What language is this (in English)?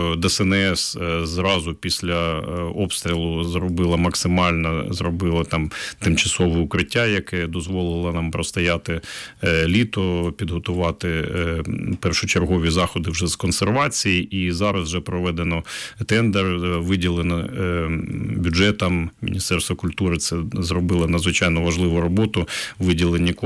Ukrainian